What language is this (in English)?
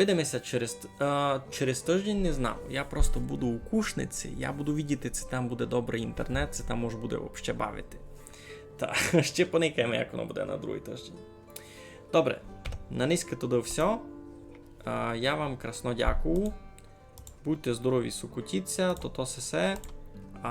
Rusyn